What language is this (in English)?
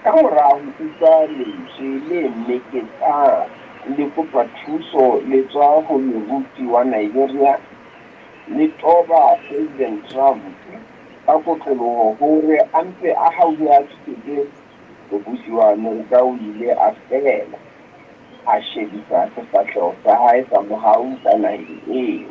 Southern Sotho